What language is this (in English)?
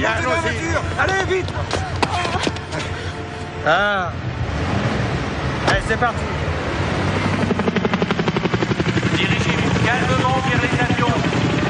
French